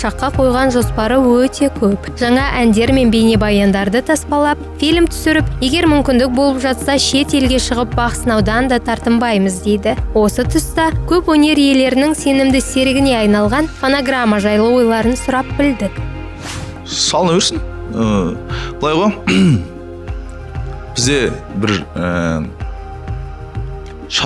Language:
Kazakh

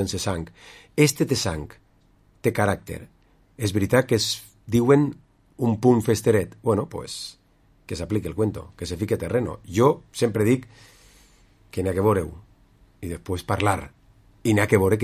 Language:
Catalan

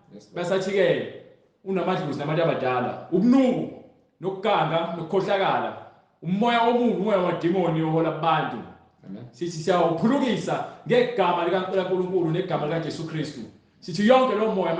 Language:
Zulu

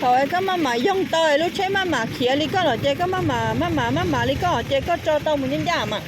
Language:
Hmong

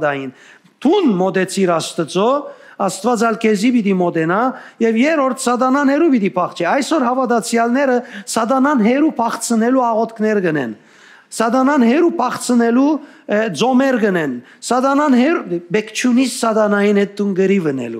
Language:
Western Armenian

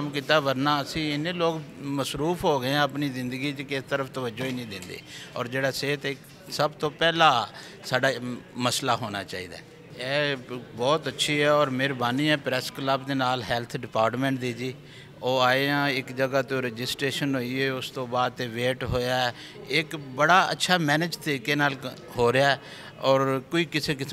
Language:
Western Panjabi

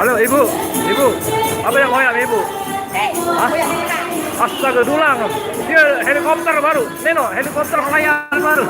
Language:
Sasak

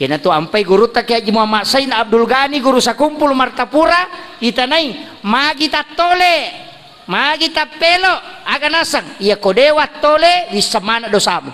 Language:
Buginese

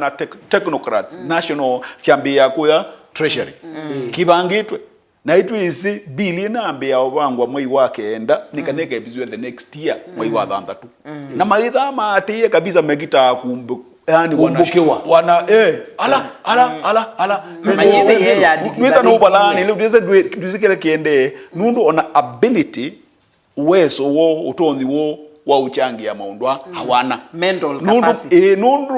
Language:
Kamba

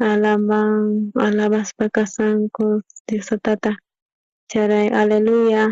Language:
South Bolivian Quechua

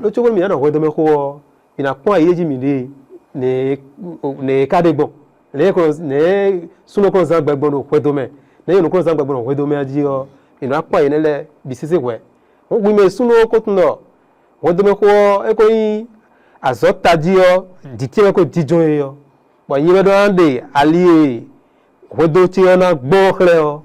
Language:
Fon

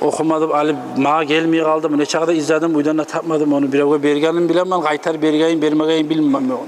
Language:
Kumyk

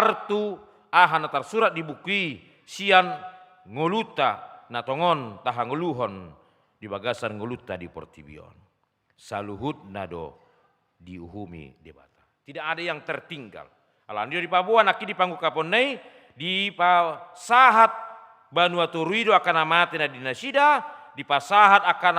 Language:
Batak Toba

